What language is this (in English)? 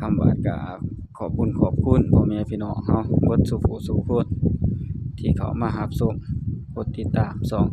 Northeastern Thai